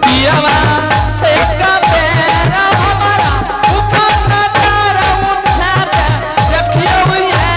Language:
Angika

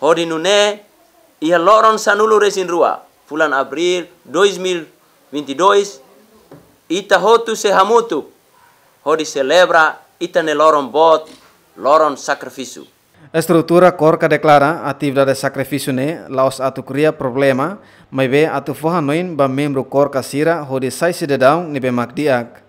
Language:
Tetum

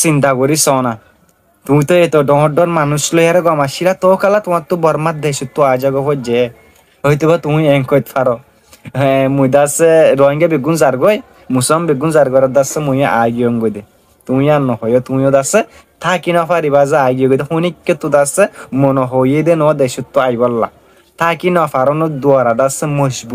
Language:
Rohingya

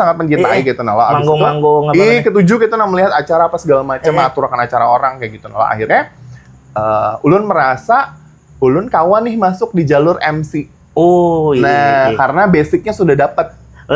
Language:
Banjar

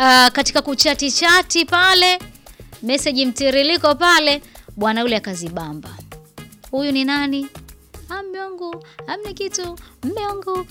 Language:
Swahili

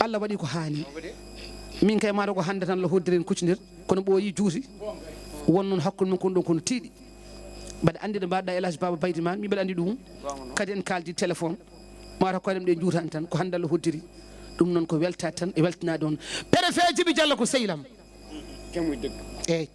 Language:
Fula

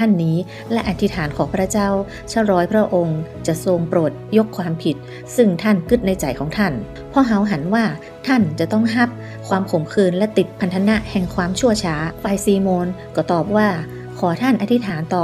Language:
Northern Thai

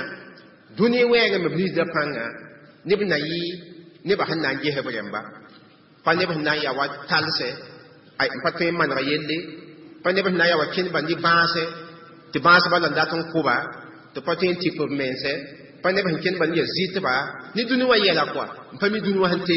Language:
Mossi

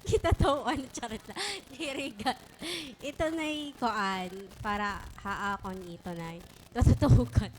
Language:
Waray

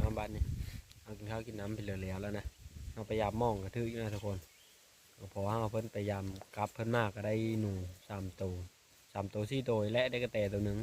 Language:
Lao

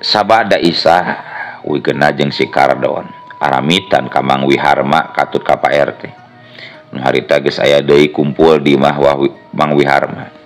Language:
Sundanese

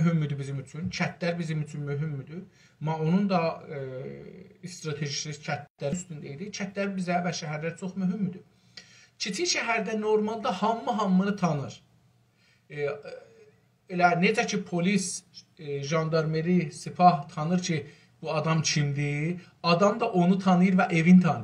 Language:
South Azerbaijani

